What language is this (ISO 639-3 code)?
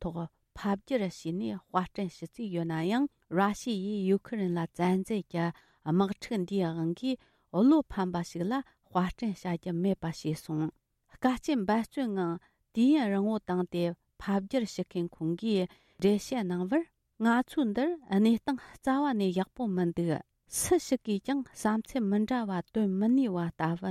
bod